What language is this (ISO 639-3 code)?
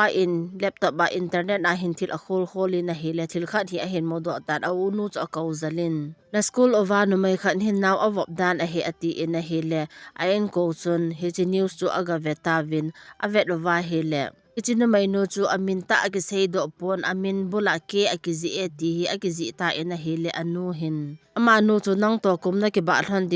tcz